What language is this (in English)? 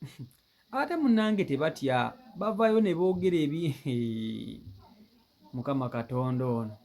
Ganda